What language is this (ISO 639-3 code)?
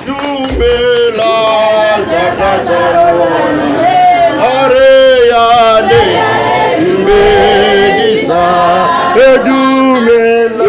tsn